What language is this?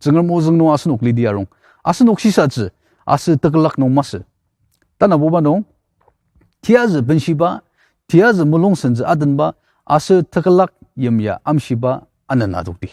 Ao Naga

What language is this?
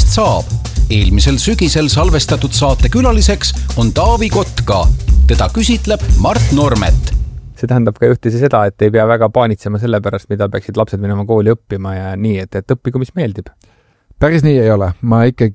Estonian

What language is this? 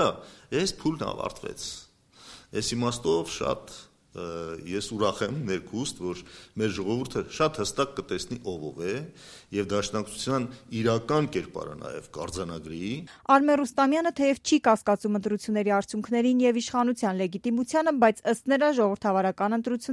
Armenian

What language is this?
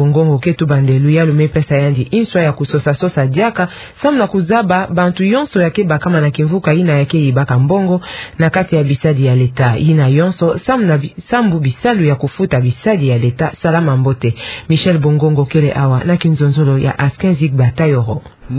Kituba (Democratic Republic of Congo)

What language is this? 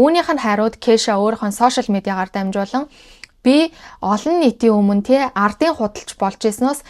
Mongolian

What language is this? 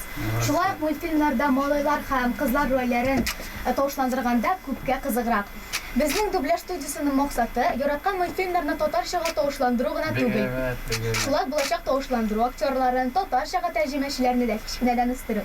Tatar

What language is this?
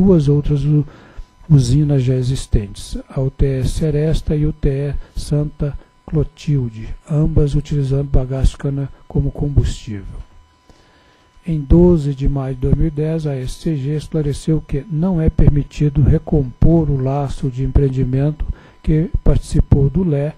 Portuguese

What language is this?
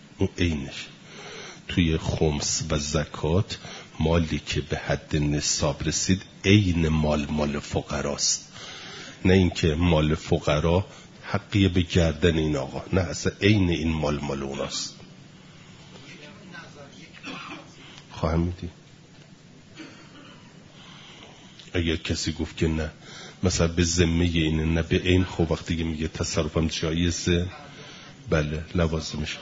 Persian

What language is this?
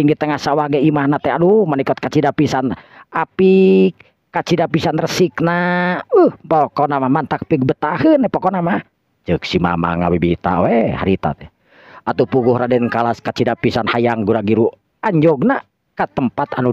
Sundanese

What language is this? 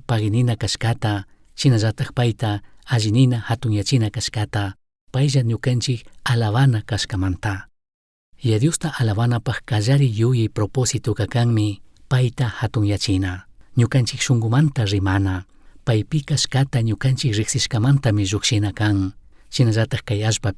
Chimborazo Highland Quichua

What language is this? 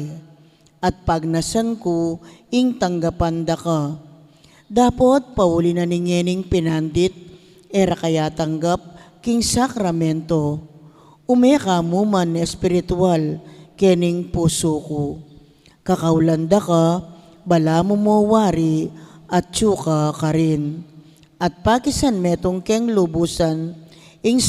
Pampanga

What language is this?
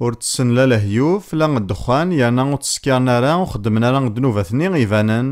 Kabyle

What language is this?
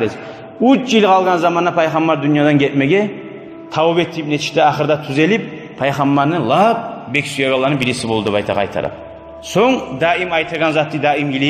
Kumyk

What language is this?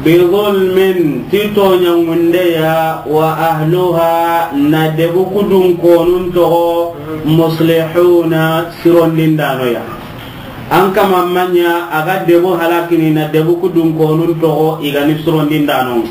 Soninke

